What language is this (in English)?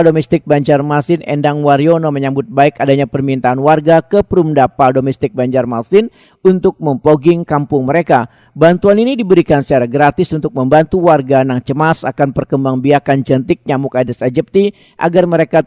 Banjar